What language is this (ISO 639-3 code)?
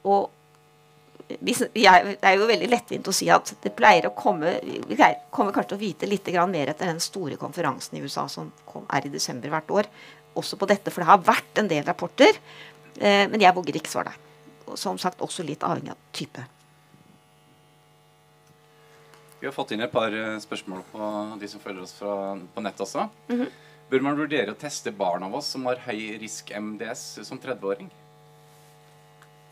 nor